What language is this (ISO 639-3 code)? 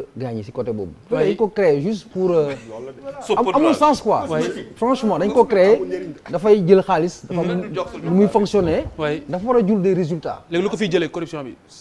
wol